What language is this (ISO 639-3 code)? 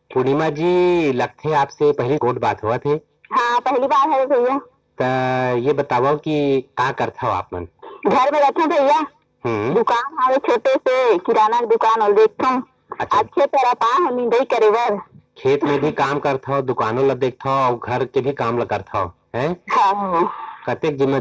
hne